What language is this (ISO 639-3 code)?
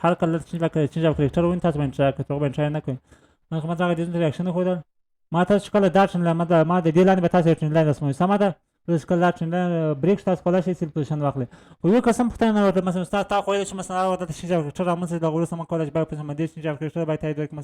pus